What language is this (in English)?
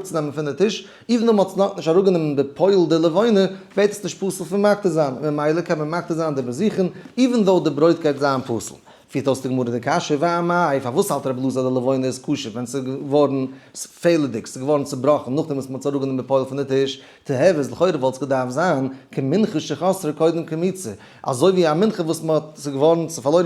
Yiddish